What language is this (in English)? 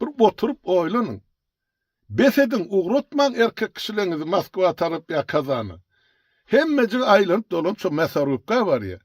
Turkmen